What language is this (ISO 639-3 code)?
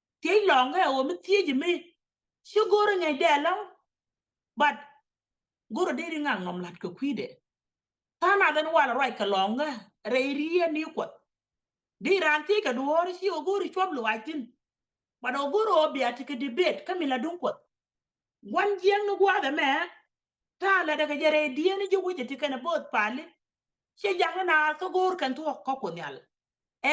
nus